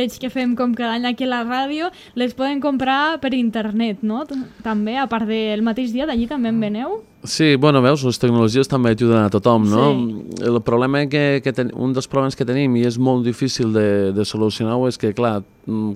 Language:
Catalan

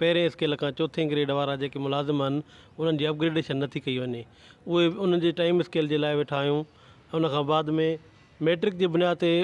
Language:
Sindhi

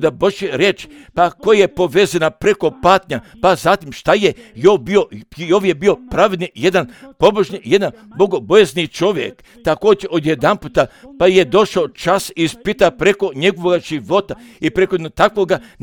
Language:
Croatian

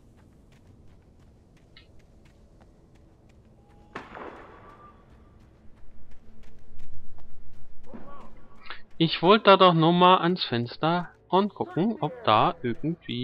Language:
German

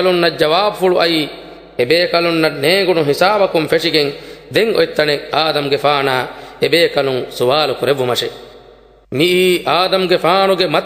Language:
Divehi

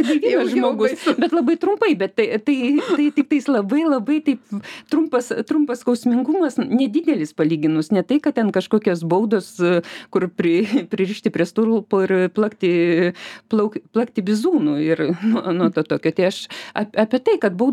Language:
Lithuanian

